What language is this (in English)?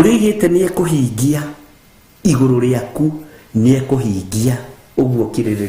Kikuyu